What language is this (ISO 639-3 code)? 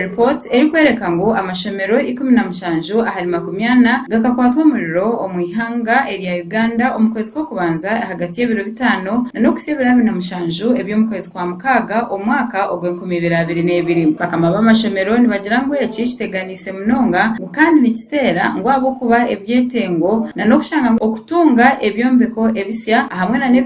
nyn